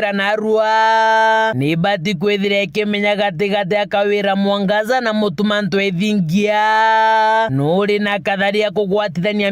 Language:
Meru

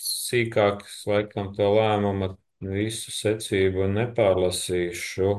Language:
Latvian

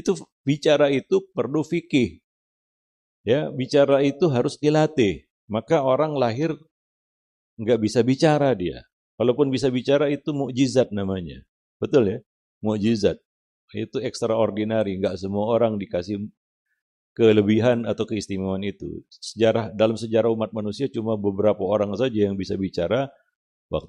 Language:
Indonesian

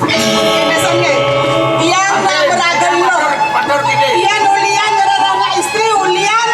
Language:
Balinese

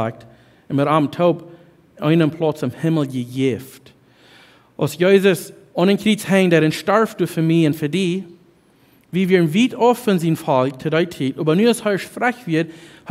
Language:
Plautdietsch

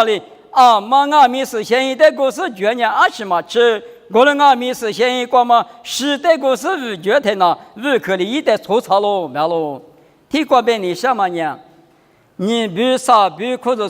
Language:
Lisu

